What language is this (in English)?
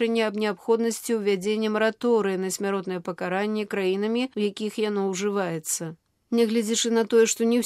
Belarusian